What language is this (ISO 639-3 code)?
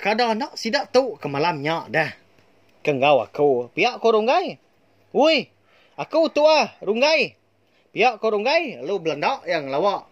iba